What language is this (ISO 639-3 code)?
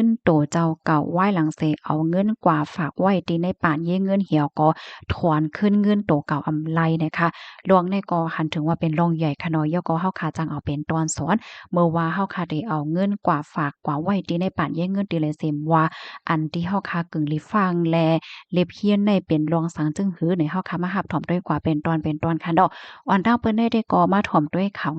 shn